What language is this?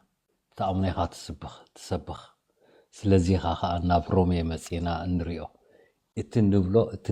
Tigrinya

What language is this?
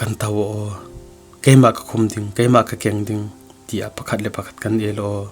Falam Chin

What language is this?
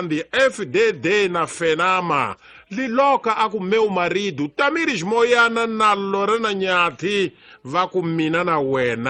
Tsonga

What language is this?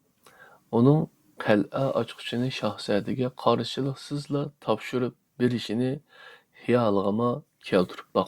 Uyghur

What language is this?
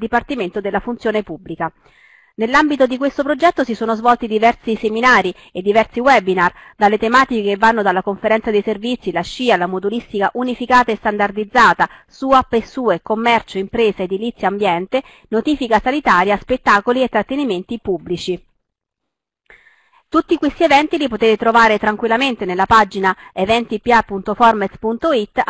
Italian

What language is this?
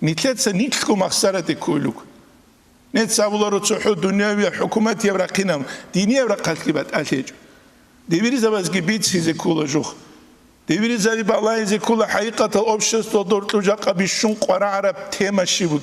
Avaric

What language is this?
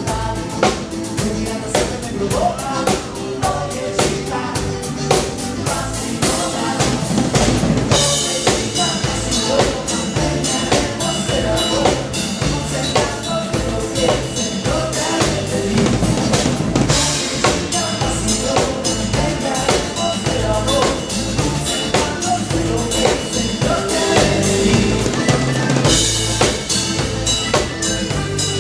Italian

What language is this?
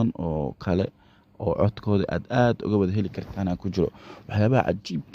Somali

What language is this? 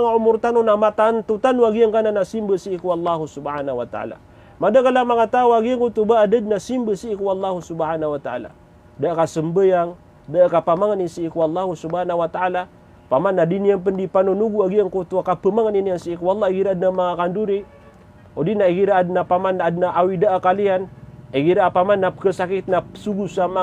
Maranao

